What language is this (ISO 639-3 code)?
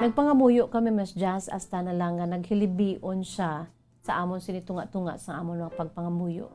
hil